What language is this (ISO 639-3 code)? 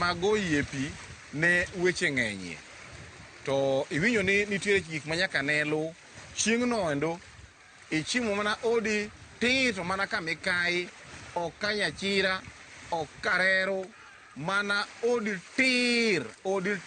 luo